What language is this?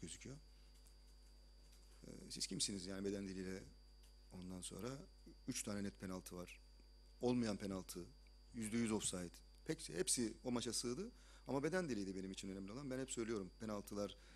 Turkish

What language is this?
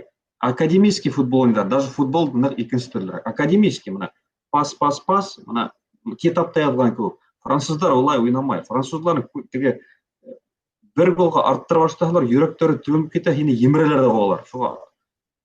Bashkir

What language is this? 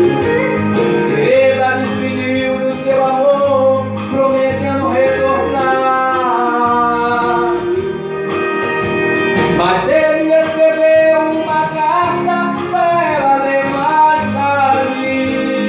Portuguese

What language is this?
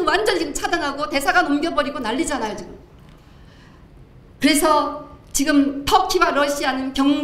Korean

